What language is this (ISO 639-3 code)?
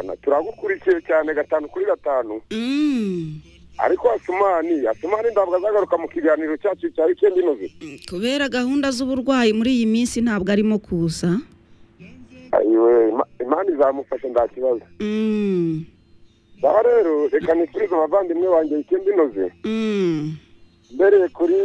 kin